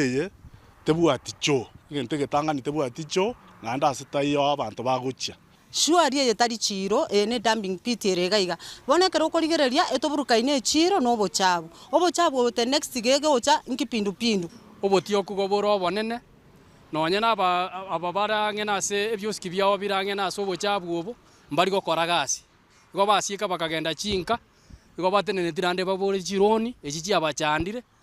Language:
Gusii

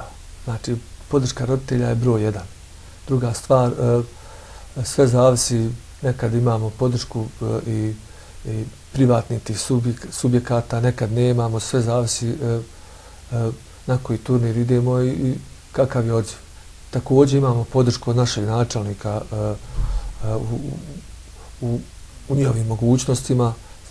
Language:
Bosnian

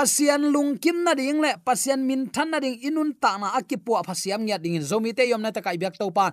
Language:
Tedim Chin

